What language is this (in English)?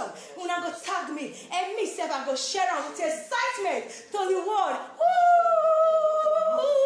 Nigerian Pidgin